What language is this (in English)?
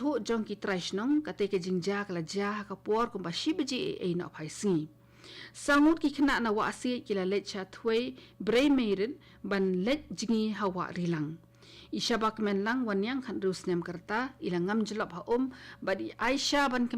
Khasi